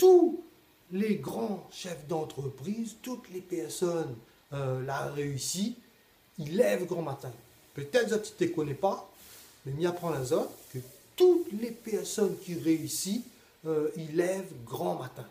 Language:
Réunion Creole French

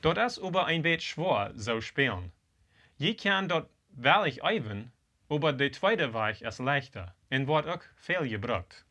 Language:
Plautdietsch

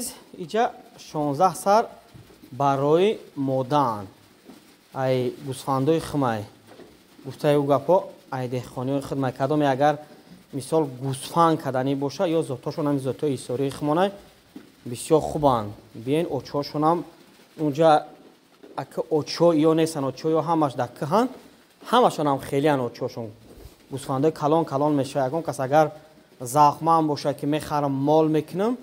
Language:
Tajik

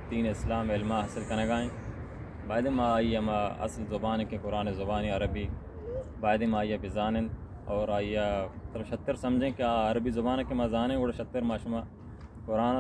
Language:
Baluchi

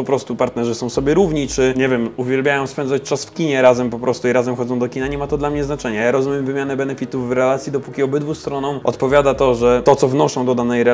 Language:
Polish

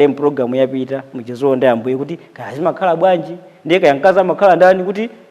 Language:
Nyanja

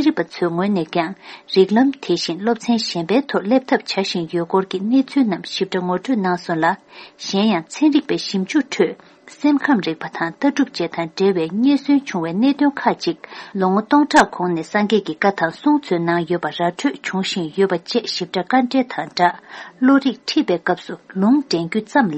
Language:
Tibetan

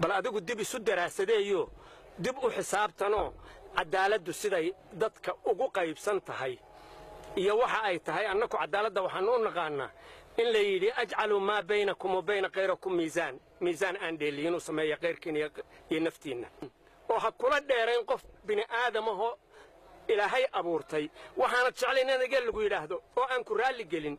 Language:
Somali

